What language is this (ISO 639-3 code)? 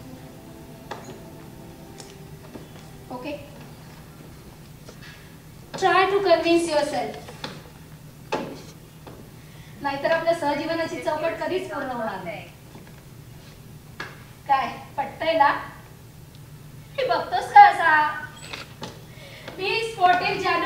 mar